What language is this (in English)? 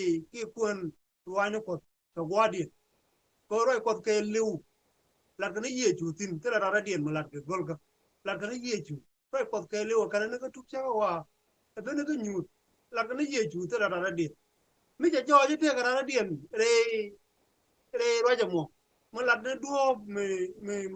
Nuer